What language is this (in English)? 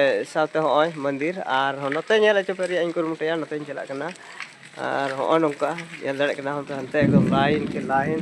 Santali